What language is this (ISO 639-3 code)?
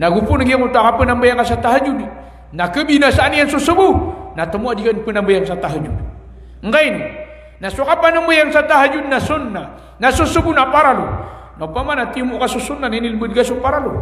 mrw